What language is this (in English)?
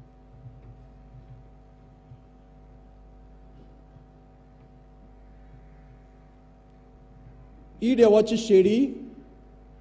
Konkani